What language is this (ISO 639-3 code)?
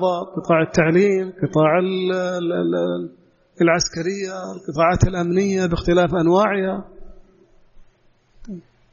ara